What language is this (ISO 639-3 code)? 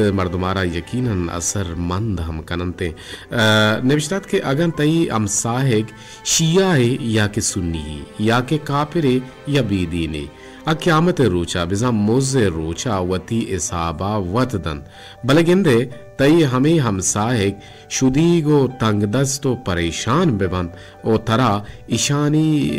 bal